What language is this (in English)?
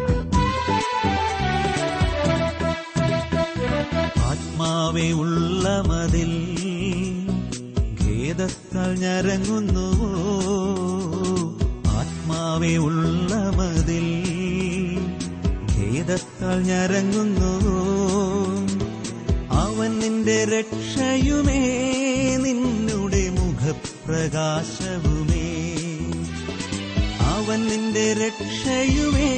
Malayalam